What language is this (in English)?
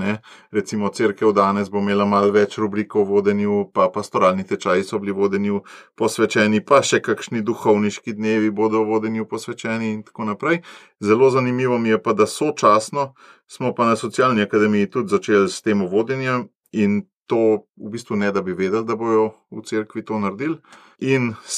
Slovenian